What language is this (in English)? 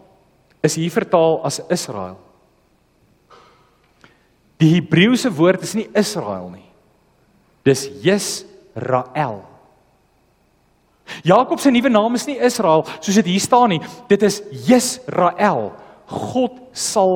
Afrikaans